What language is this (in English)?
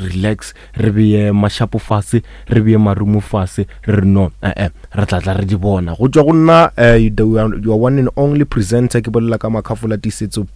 Northern Sotho